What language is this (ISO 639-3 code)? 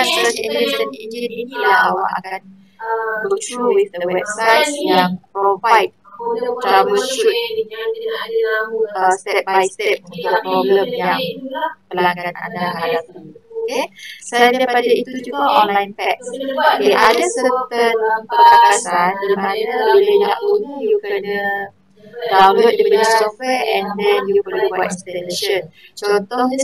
msa